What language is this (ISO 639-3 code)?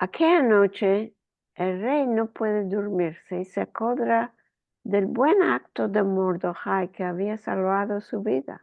lad